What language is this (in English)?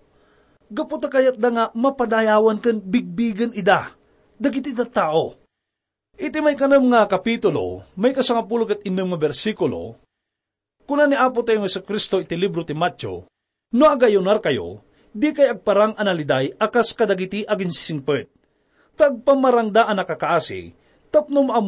Iloko